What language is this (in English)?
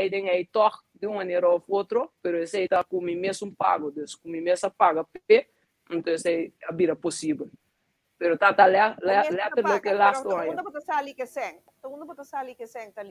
Papiamento